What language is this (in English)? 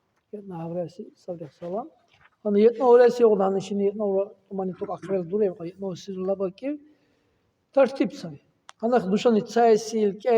Dargwa